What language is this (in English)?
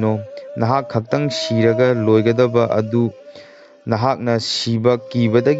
Manipuri